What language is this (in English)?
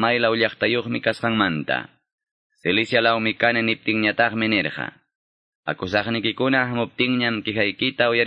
Quechua